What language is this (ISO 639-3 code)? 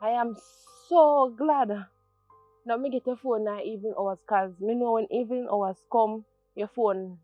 jam